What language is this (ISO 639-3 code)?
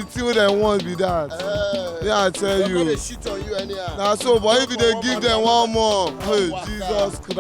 pcm